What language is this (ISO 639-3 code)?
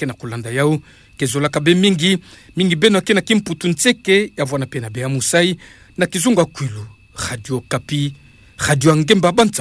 ktu